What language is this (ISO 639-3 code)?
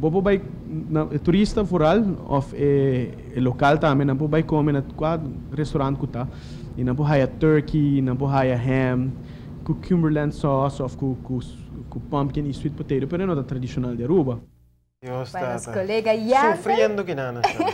pap